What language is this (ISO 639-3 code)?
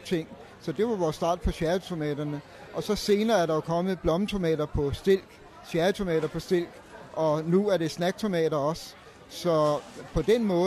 dan